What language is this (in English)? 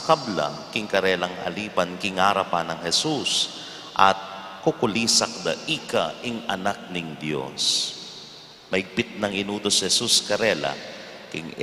Pampanga